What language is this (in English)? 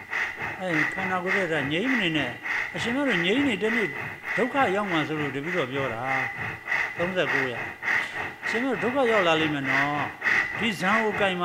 Burmese